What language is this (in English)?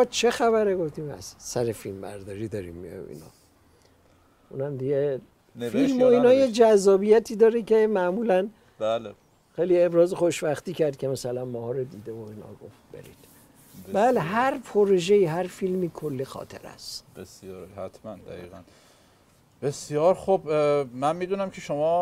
Persian